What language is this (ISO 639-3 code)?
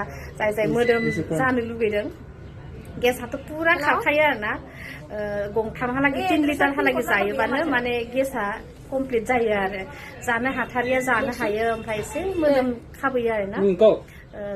brx